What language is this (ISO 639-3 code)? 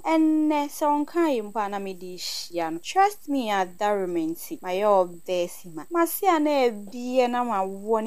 aka